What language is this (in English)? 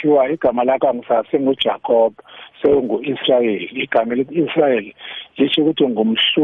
South Ndebele